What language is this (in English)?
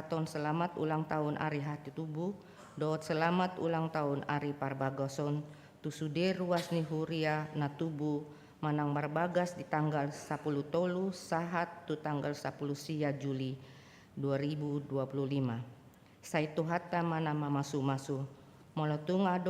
Batak Toba